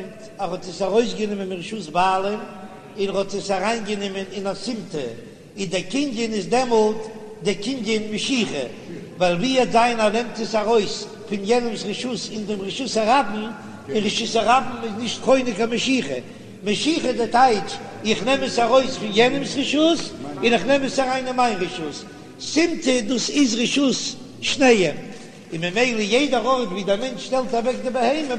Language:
Yiddish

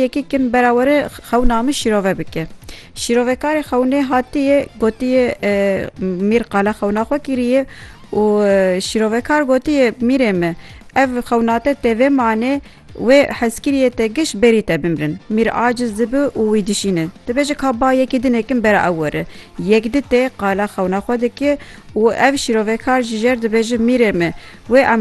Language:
Kurdish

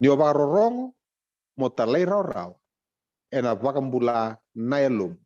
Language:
Fijian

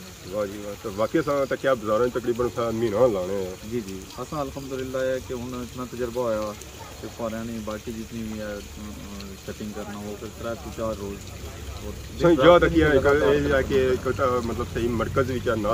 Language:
Pahari-Potwari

